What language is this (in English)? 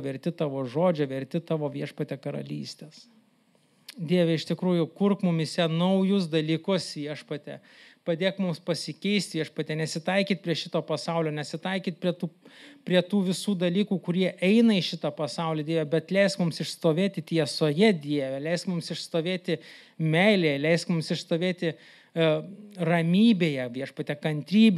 Lithuanian